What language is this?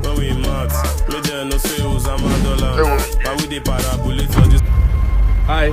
Nigerian Pidgin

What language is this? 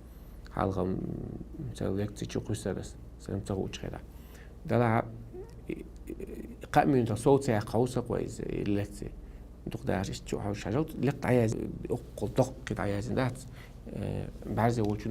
Chechen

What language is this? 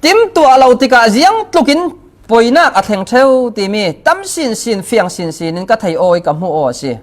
Falam Chin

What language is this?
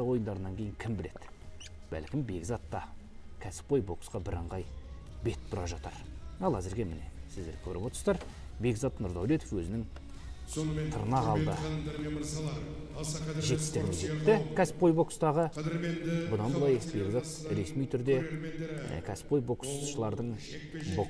Kazakh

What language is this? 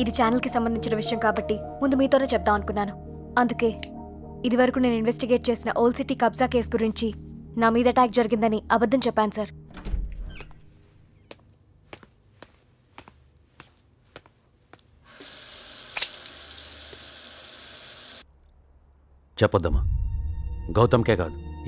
Telugu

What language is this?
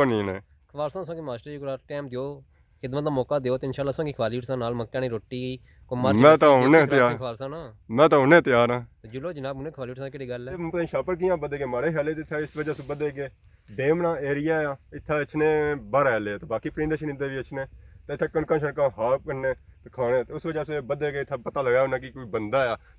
Pahari-Potwari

